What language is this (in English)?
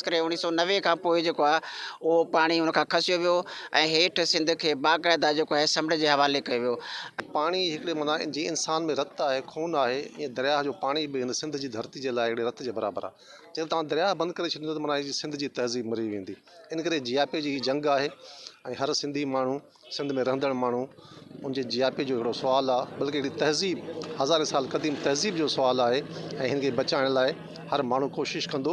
Sindhi